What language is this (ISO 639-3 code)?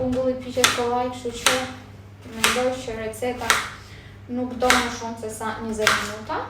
sqi